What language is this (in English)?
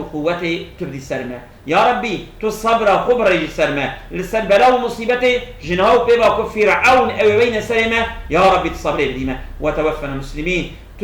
Kurdish